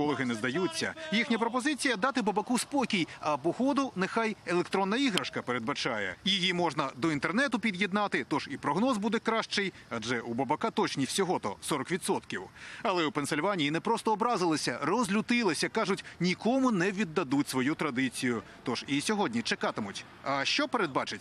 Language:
Ukrainian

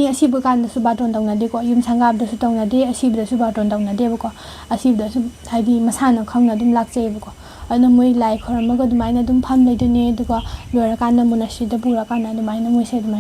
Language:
Manipuri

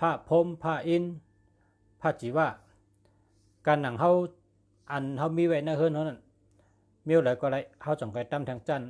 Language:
Shan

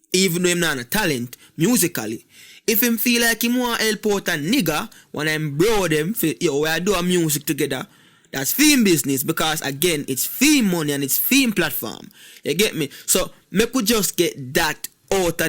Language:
Jamaican Creole English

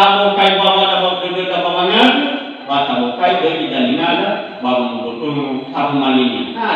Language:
Nias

